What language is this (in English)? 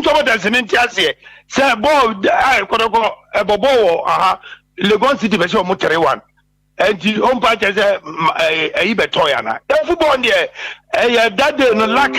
Akan